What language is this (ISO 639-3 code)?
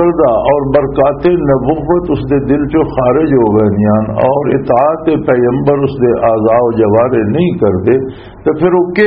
lah